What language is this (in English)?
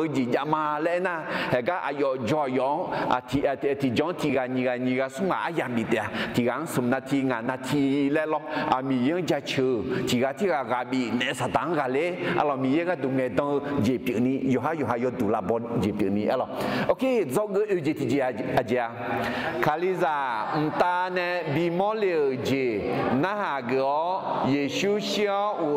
Akha